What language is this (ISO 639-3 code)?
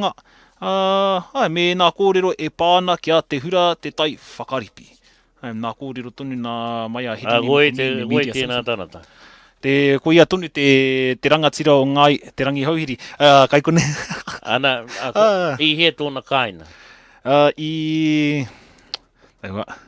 mri